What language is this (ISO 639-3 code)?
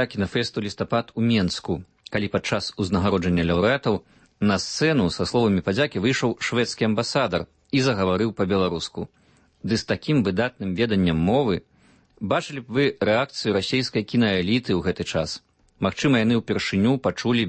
bel